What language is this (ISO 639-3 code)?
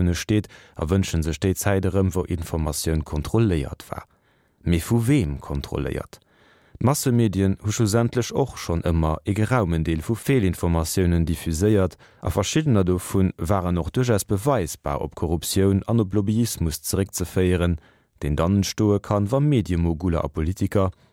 ltz